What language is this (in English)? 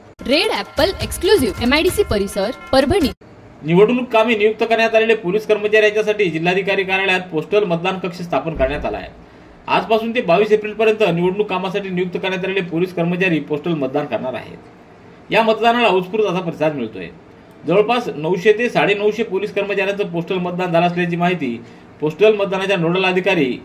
Marathi